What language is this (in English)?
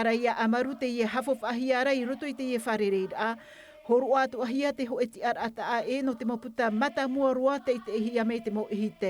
Tahitian